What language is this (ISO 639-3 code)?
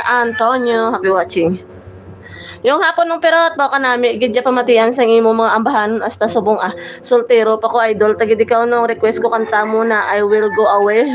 hil